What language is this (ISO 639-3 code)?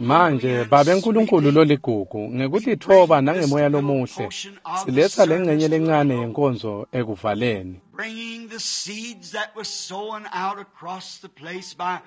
ssw